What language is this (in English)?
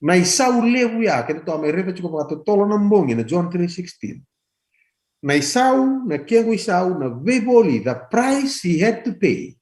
Fijian